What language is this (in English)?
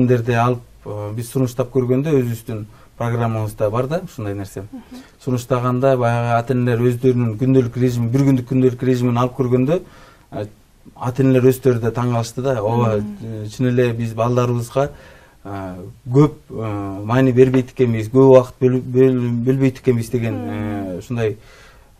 Kyrgyz